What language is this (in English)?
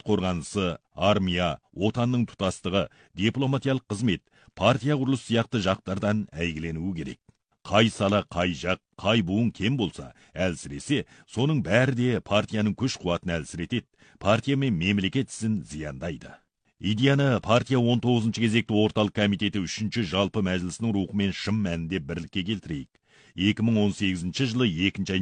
Kazakh